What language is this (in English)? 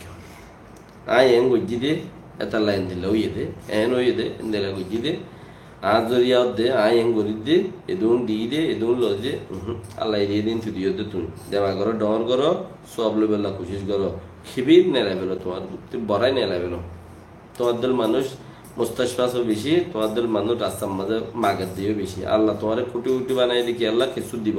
Rohingya